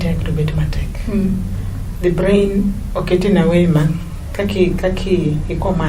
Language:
Luo (Kenya and Tanzania)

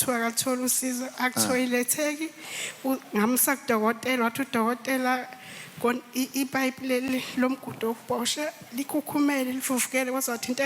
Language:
Zulu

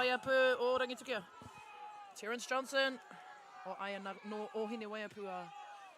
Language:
Māori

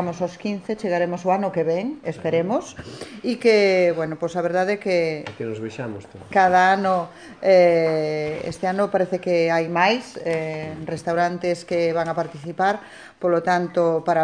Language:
Galician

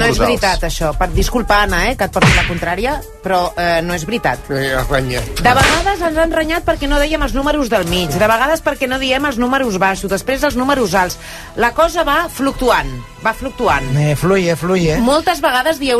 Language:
Catalan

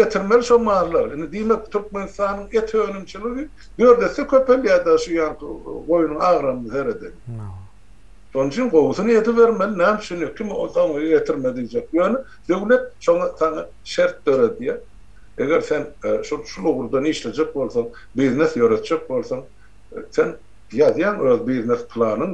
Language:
Turkmen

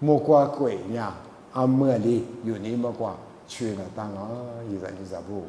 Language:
Lisu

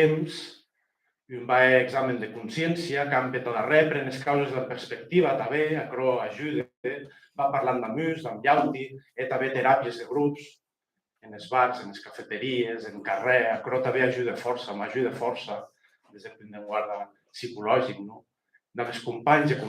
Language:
Occitan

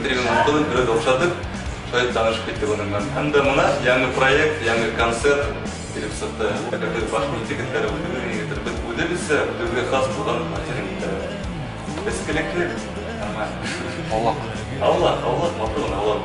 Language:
Bashkir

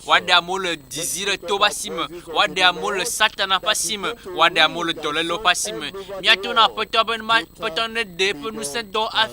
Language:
Ewe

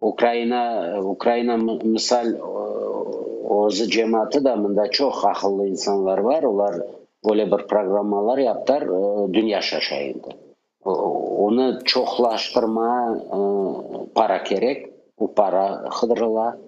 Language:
Crimean Tatar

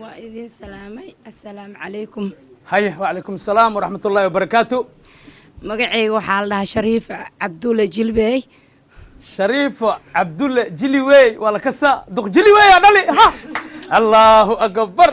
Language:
Somali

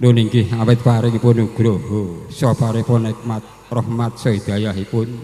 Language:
Javanese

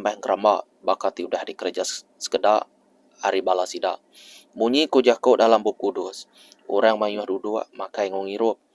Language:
Iban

